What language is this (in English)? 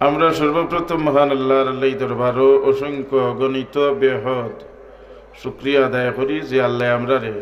Sylheti